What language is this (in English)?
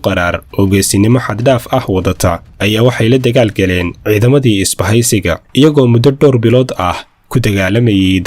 Somali